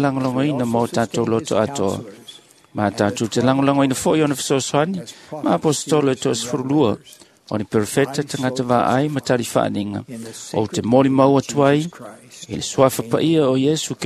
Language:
Samoan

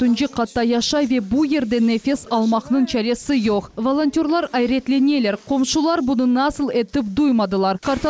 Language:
Crimean Tatar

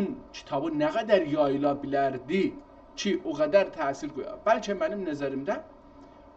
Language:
South Azerbaijani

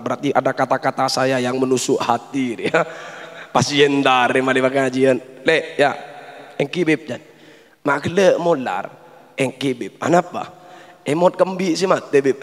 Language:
Madurese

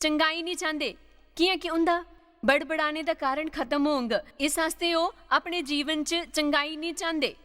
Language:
Dogri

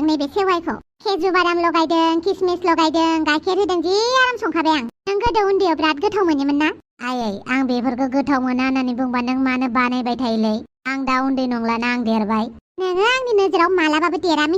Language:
Bodo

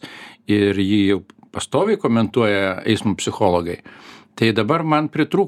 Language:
Lithuanian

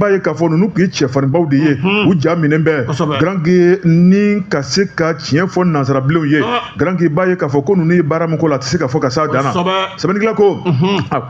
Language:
Bambara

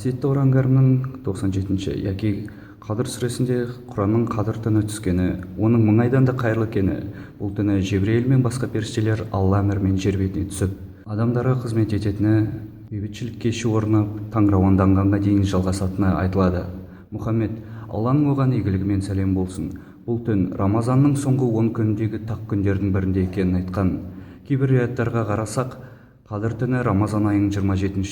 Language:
Kazakh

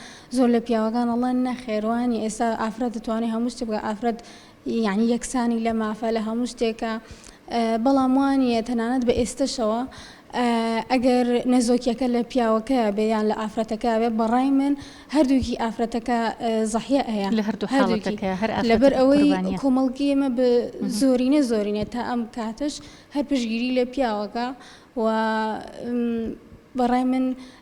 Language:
Central Kurdish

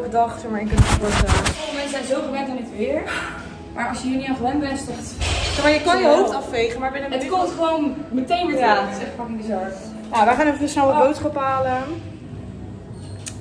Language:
Dutch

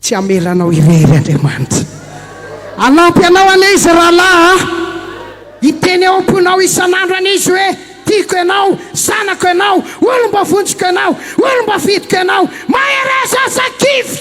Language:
Malagasy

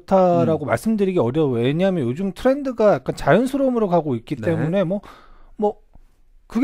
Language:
Korean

